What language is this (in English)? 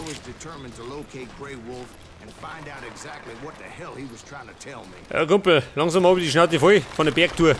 Bavarian